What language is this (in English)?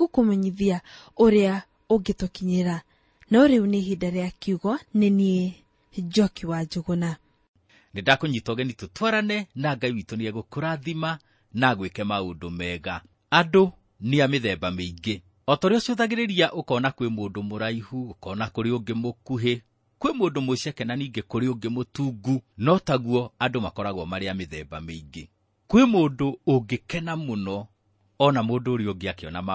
Kikuyu